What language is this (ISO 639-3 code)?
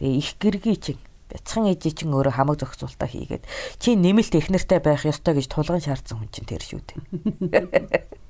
mon